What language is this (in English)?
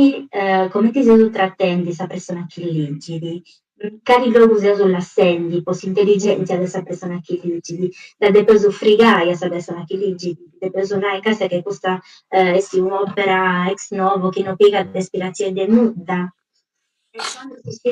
Sardinian